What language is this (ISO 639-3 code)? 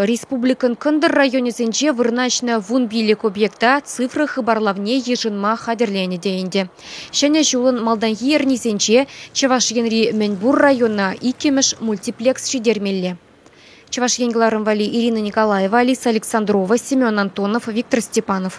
chv